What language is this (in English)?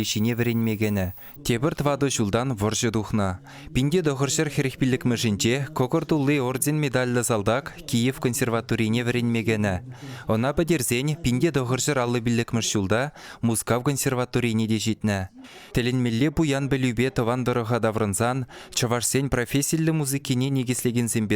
Chuvash